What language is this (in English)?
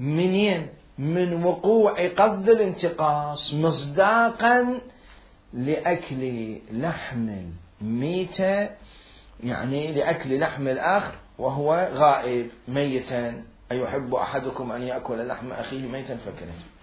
Mesopotamian Arabic